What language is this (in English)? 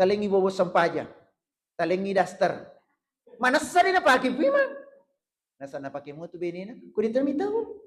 Buginese